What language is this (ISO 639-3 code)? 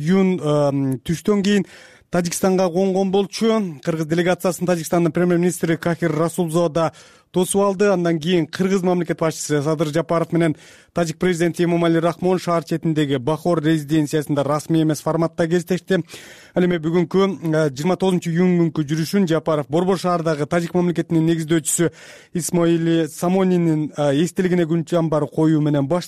kir